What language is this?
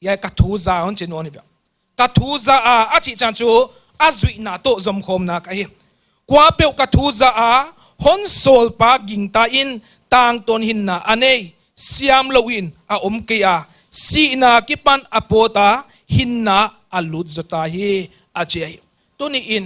Paite Chin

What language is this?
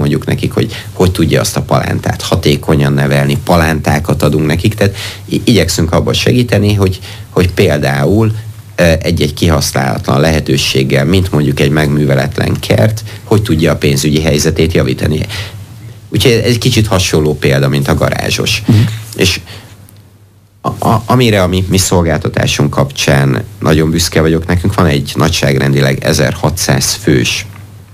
Hungarian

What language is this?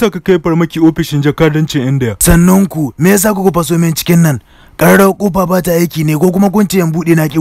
Hausa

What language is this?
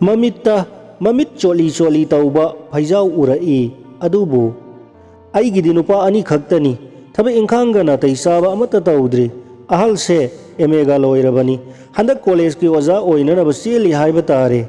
Manipuri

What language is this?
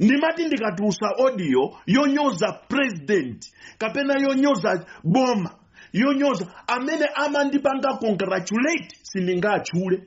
Nyanja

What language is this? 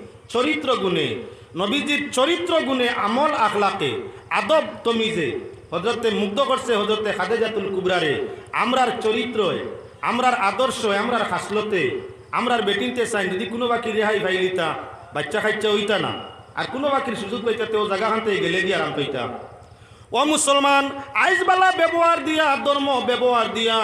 Sylheti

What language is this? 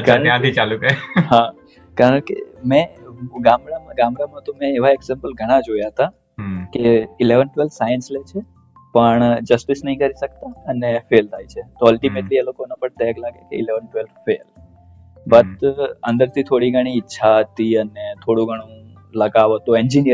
Gujarati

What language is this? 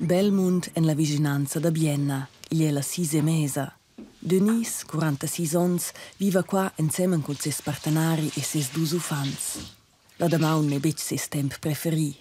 Romansh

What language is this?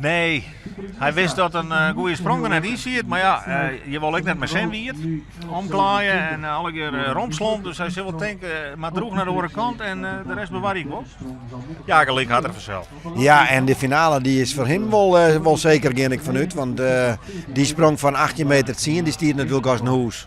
Western Frisian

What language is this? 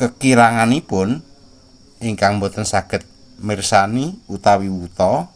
Javanese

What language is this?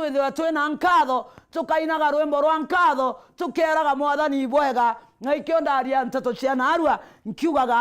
Meru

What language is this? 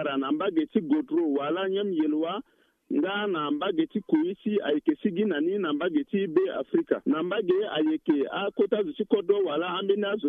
Sango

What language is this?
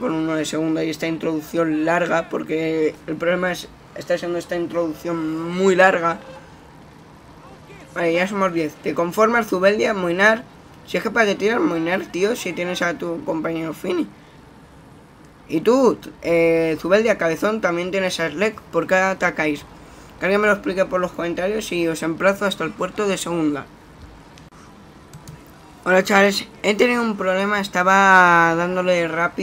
Spanish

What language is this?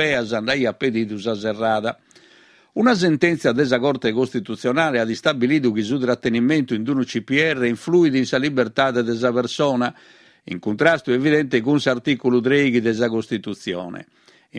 Sardinian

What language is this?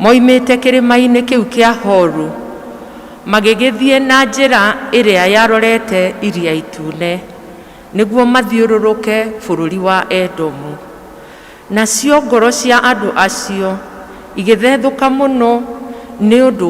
Kikuyu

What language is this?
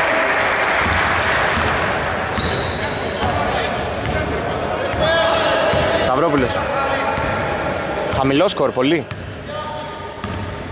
Greek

